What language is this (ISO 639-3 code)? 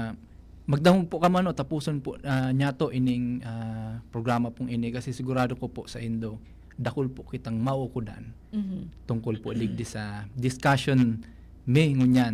bik